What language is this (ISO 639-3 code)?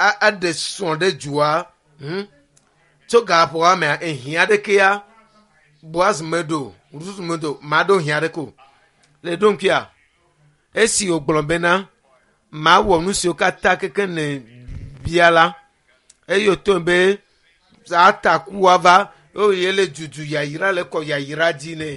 ewe